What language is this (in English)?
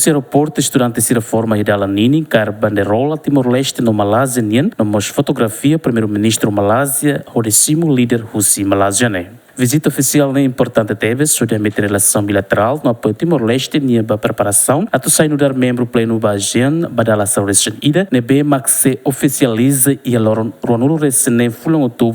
Tetum